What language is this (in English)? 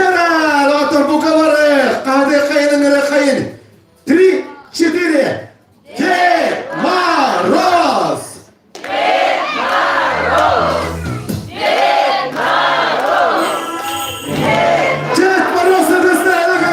Yakut